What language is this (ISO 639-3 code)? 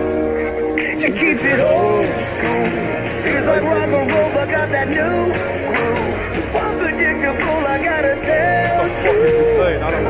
eng